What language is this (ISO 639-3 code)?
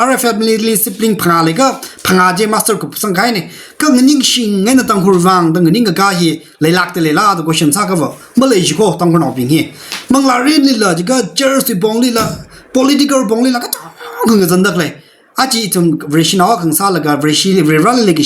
nmf